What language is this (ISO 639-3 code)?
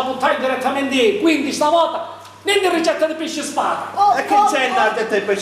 scn